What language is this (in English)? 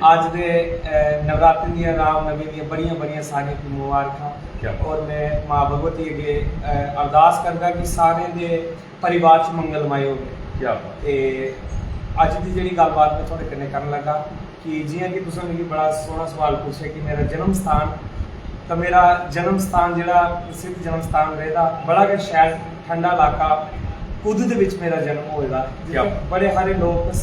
Dogri